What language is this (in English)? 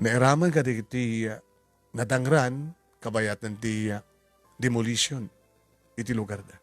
Iloko